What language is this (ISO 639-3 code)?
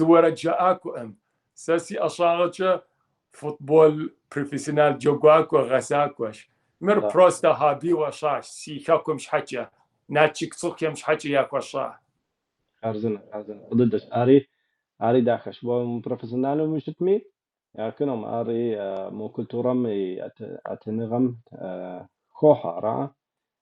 kbd